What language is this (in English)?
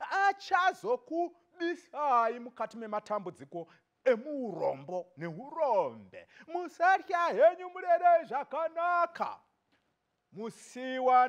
Shona